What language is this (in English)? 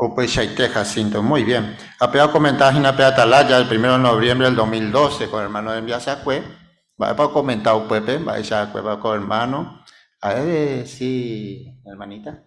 Guarani